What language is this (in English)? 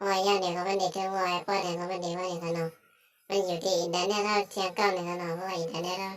Shan